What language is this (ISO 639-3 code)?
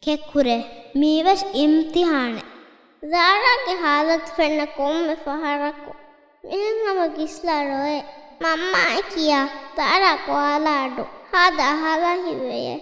div